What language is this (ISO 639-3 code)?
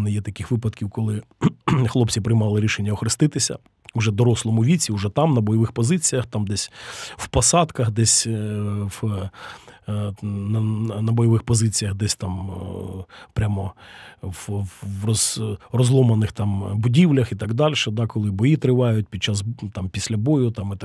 ukr